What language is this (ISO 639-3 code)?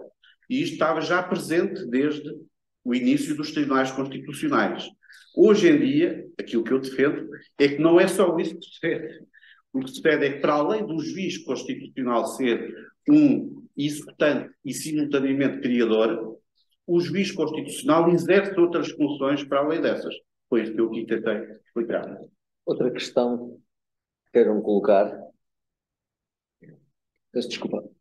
por